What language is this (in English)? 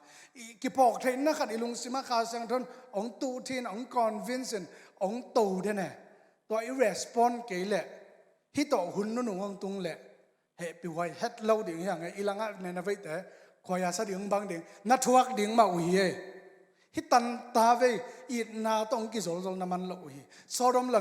Tedim Chin